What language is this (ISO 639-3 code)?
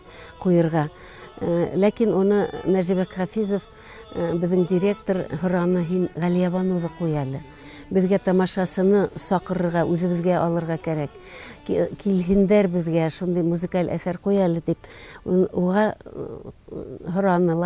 bak